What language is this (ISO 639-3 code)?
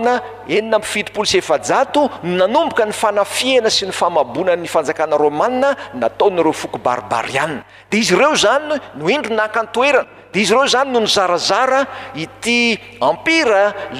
mlg